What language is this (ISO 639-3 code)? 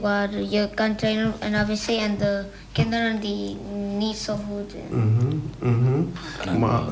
pap